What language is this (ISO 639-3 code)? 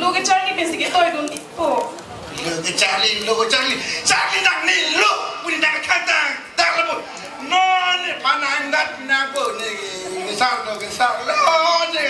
mjw